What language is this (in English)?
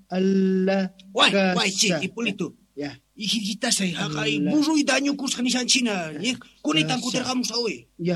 South Bolivian Quechua